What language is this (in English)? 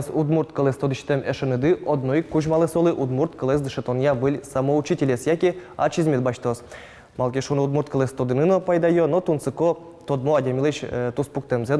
Udmurt